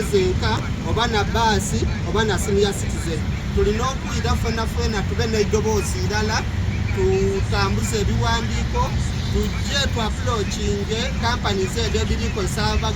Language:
Soga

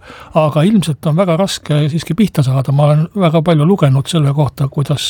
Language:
Estonian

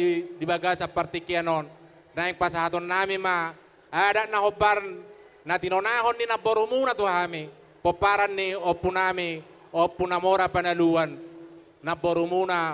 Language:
Batak Toba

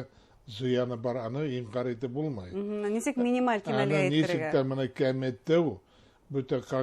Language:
Bashkir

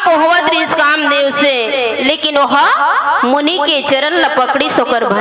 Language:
Chhattisgarhi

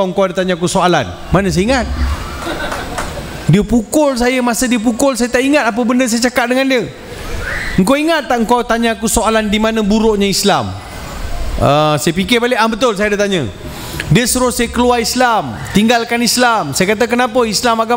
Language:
Malay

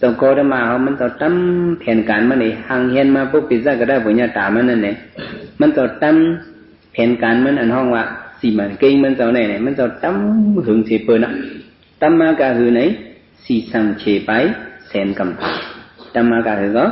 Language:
Shan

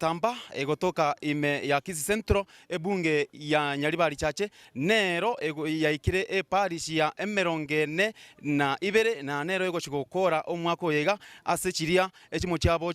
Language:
Gusii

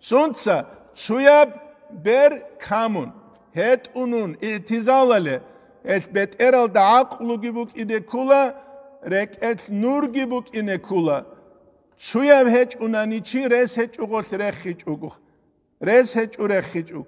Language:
Avaric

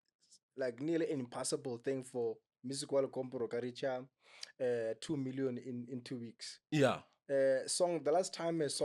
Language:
Northern Sotho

